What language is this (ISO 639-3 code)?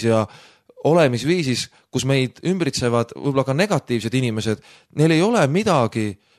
est